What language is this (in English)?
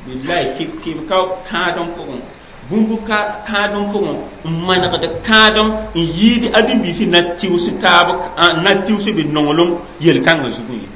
Mossi